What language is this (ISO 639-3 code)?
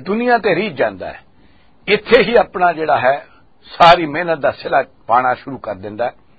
lah